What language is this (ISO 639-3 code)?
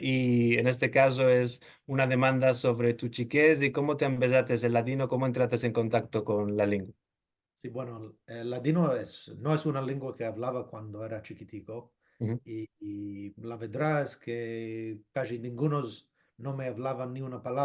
lad